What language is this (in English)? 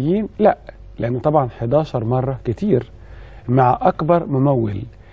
Egyptian Arabic